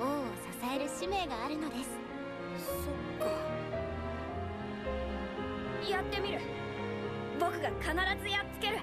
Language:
Japanese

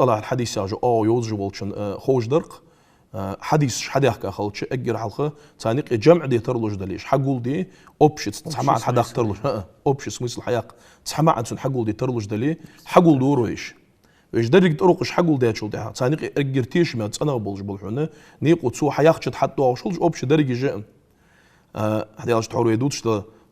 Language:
Ingush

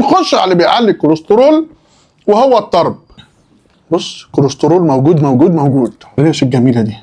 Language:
Egyptian Arabic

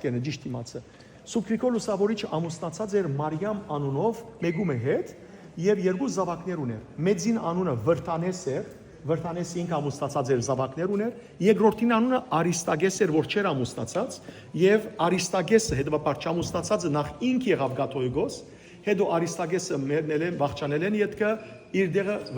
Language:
Western Armenian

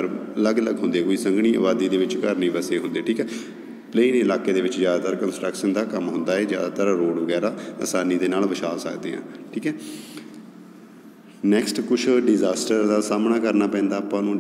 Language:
Punjabi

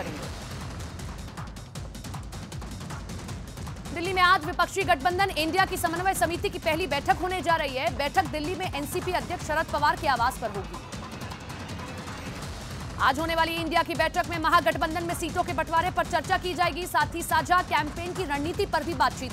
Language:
Hindi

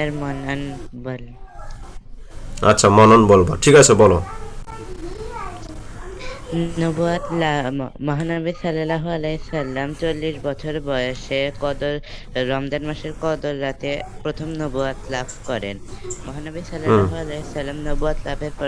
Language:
Bangla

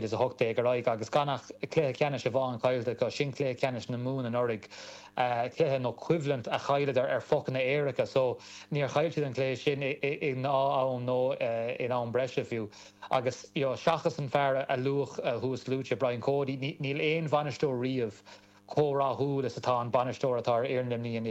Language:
Irish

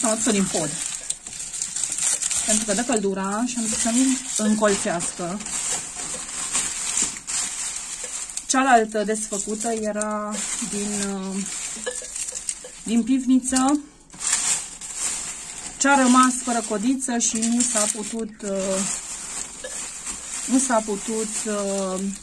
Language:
Romanian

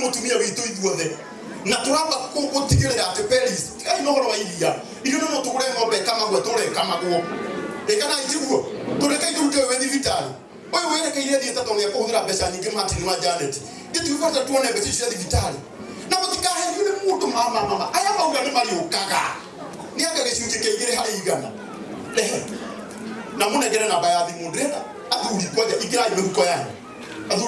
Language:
Kikuyu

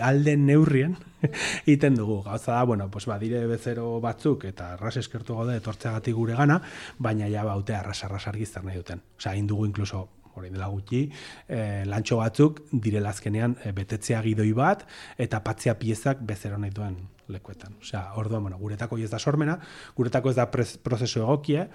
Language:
Basque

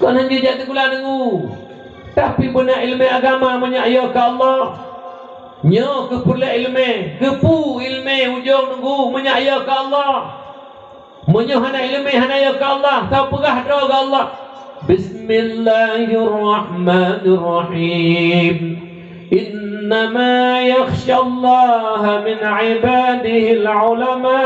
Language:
Achinese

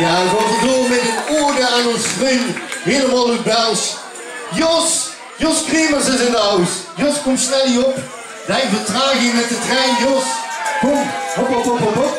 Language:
Limburgish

